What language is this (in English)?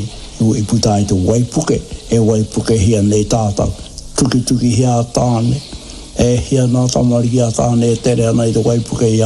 Māori